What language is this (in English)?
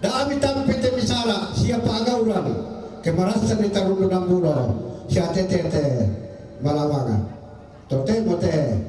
Toraja-Sa'dan